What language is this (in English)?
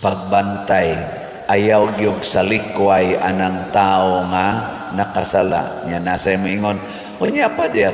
Cebuano